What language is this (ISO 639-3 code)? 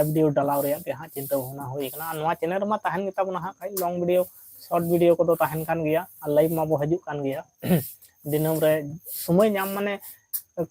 sat